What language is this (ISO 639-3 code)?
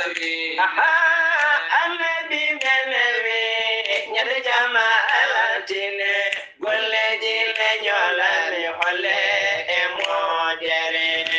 ful